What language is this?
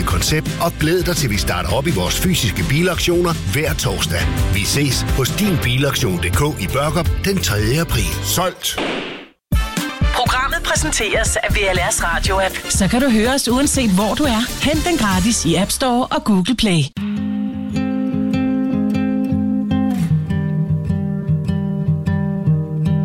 Danish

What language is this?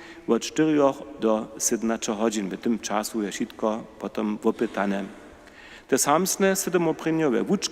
Upper Sorbian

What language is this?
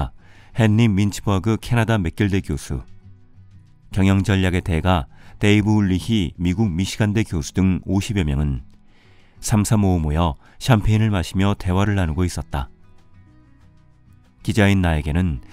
Korean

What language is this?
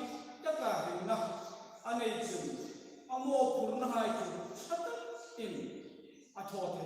Hmar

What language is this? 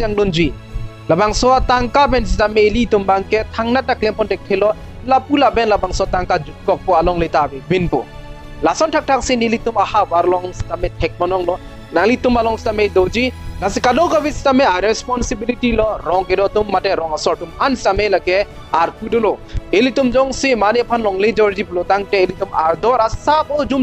Karbi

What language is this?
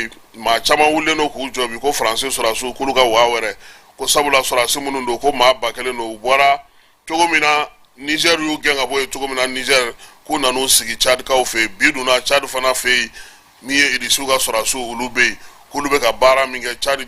Bambara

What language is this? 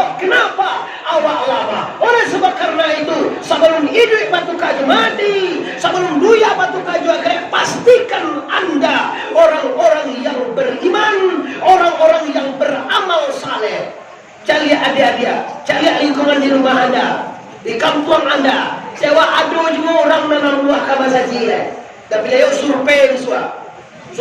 Minangkabau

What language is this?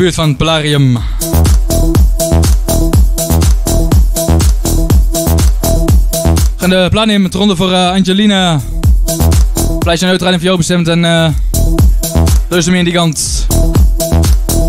Dutch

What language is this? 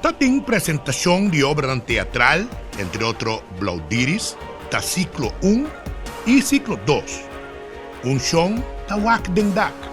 Papiamento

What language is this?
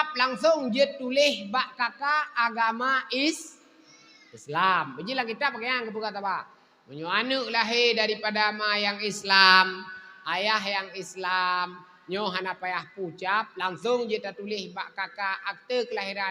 Achinese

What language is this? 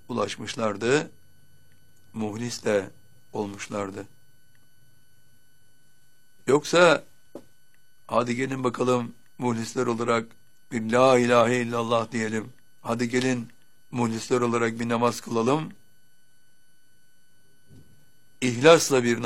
Turkish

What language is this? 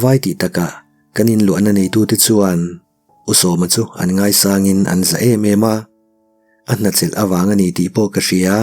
Mizo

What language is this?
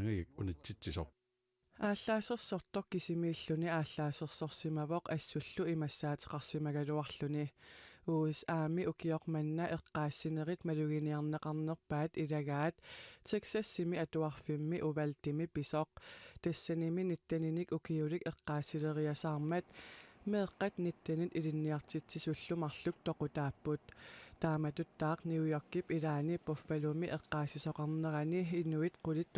Kalaallisut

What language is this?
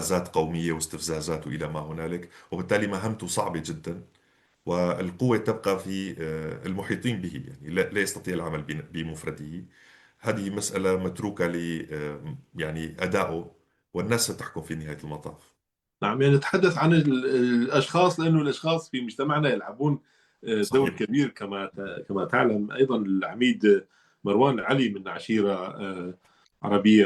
North Levantine Arabic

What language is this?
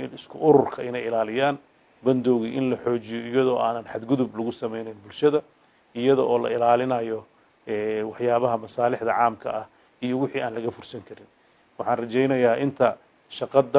Somali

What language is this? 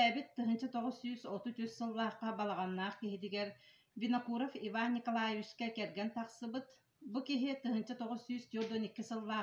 Yakut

